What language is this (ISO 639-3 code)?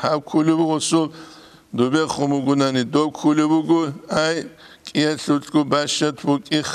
ava